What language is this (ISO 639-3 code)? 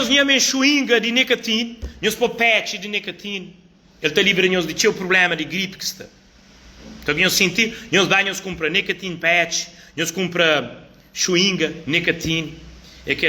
kea